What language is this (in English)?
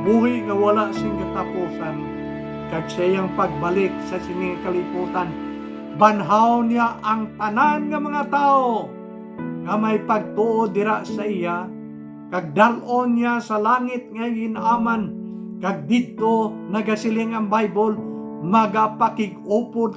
Hiligaynon